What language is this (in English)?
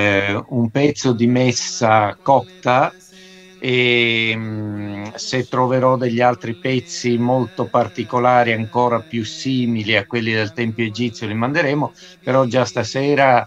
Italian